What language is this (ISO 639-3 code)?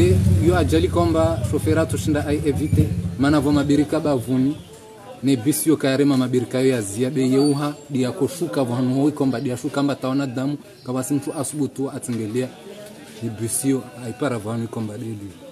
zdj